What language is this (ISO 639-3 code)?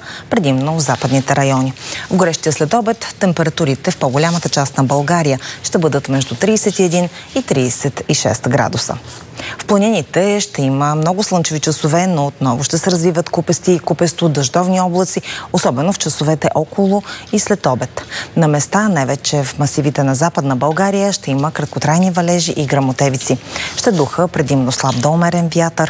bul